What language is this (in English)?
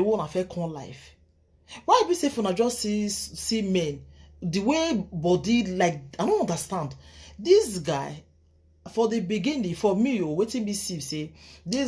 Nigerian Pidgin